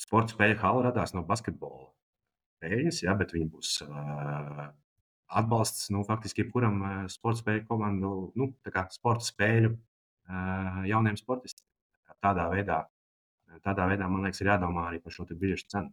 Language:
Latvian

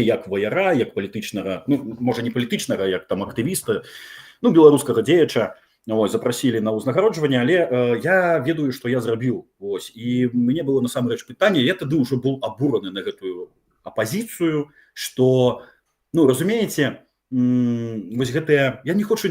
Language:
Belarusian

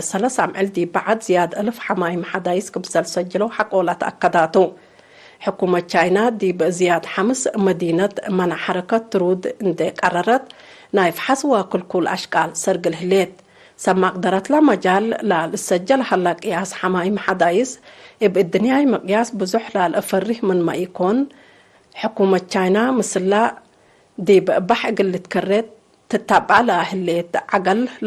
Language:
Tigre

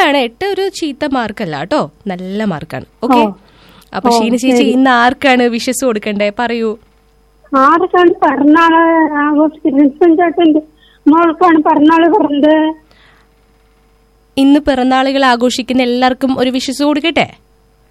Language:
Malayalam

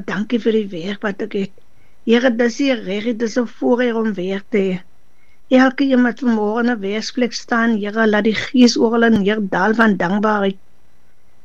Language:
Afrikaans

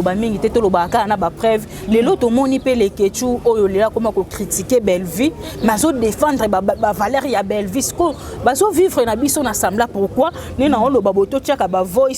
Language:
Lingala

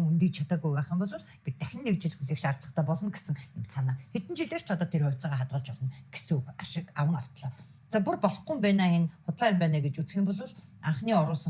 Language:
Mongolian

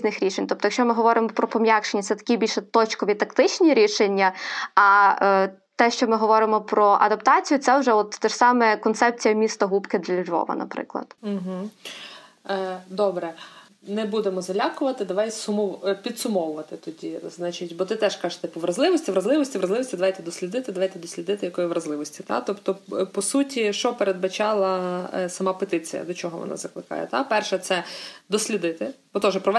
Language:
Ukrainian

